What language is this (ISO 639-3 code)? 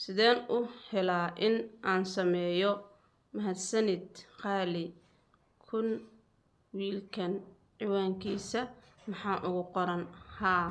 som